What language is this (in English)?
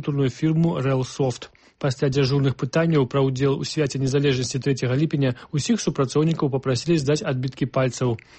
Belarusian